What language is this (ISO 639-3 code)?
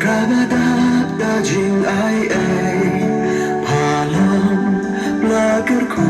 kha